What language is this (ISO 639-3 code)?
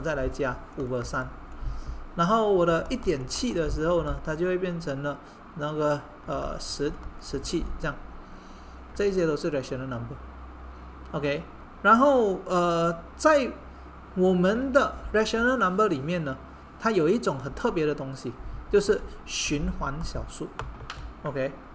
zho